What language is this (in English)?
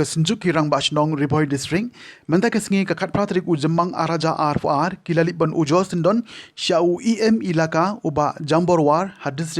Khasi